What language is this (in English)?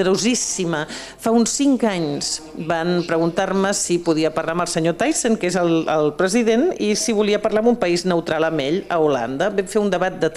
Catalan